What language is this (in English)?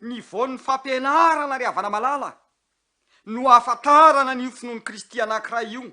Malagasy